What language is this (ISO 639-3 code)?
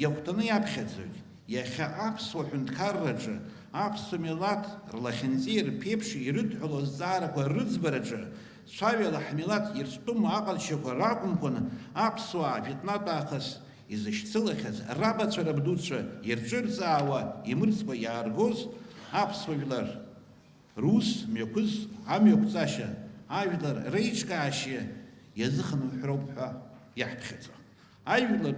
abk